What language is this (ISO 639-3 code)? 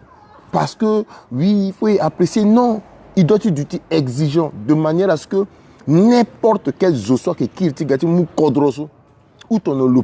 sag